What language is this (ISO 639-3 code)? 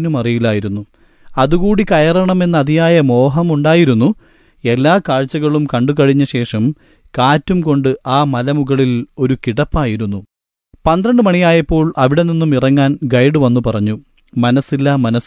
mal